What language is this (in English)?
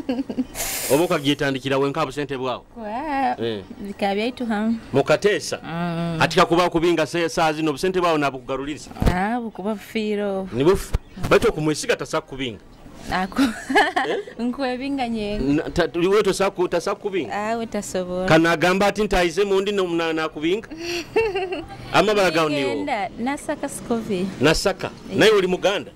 Nyoro